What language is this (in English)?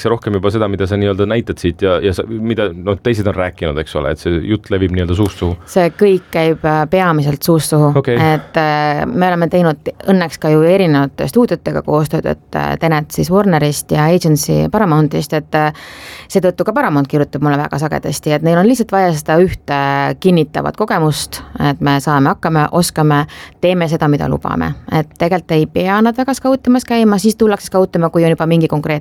Estonian